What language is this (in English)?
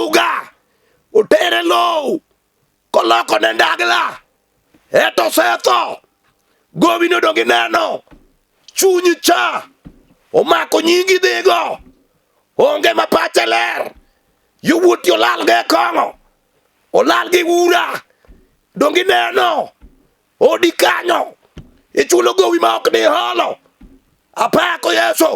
Luo (Kenya and Tanzania)